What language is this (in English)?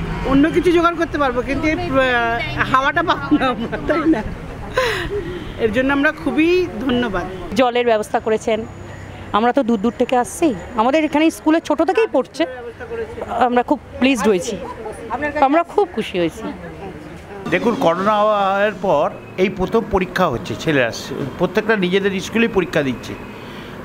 Bangla